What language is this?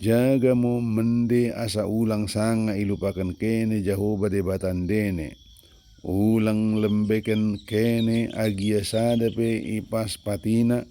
Batak Dairi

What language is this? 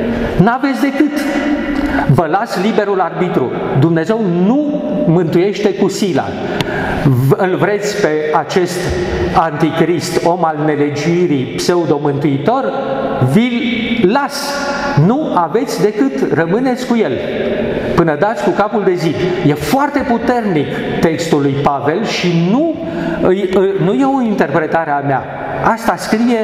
Romanian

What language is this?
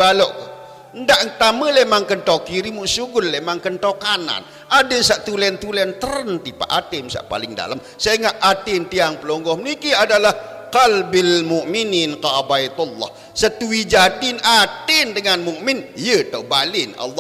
Sasak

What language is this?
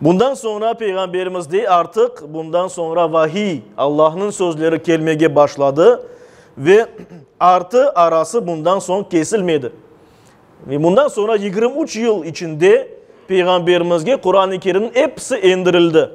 Crimean Tatar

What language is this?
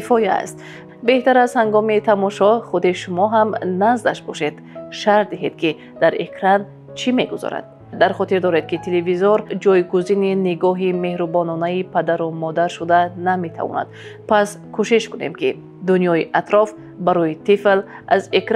Tajik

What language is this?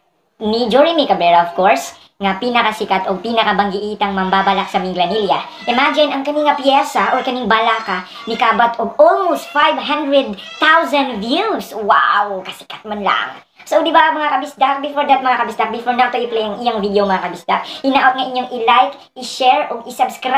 Cebuano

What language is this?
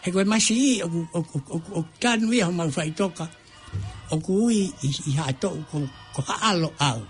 Tongan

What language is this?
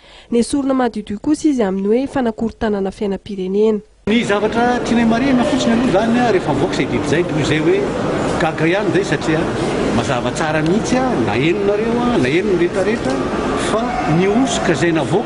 Malagasy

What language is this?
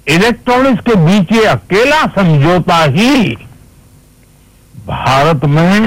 Hindi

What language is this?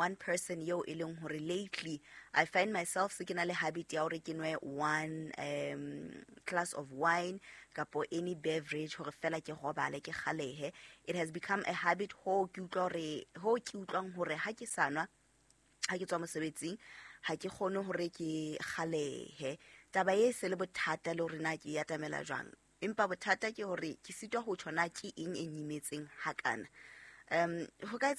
Southern Sotho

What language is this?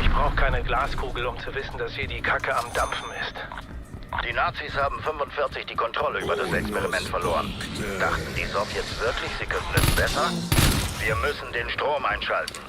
Bavarian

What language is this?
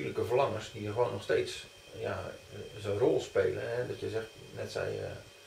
Dutch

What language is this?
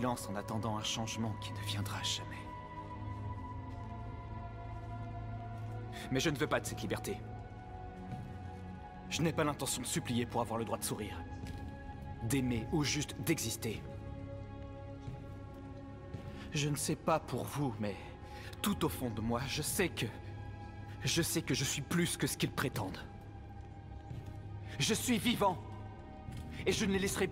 French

